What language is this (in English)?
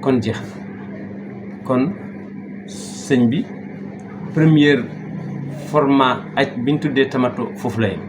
Wolof